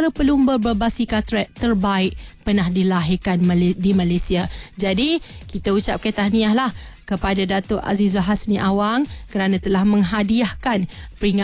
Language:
Malay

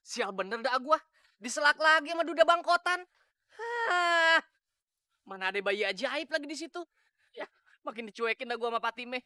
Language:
Betawi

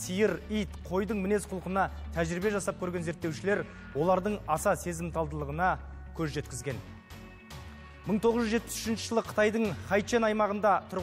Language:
Kazakh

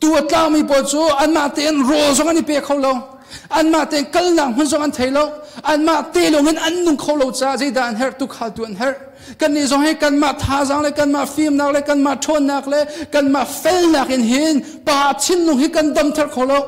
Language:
Hakha Chin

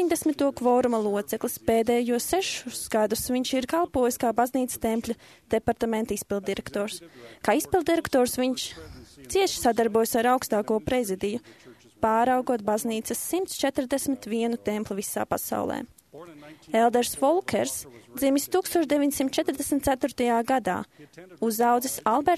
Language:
Latvian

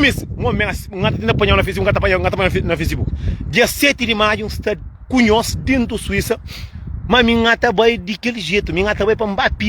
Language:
Kabuverdianu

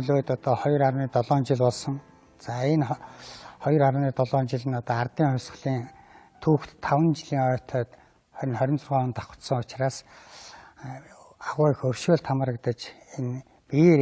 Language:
Mongolian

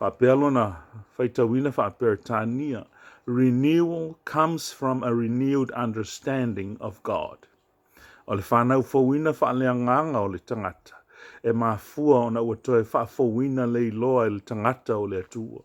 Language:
Samoan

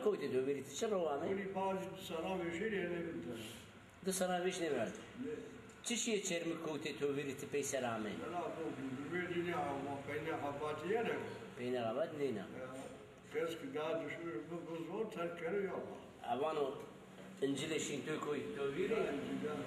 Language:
Zaza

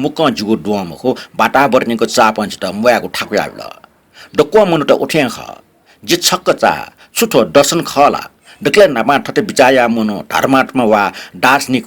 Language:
Newari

